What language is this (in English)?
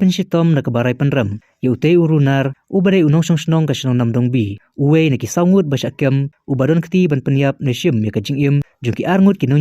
Khasi